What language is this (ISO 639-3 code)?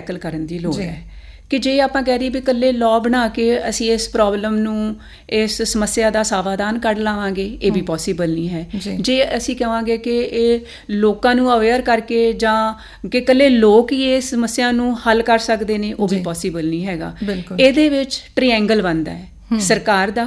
pan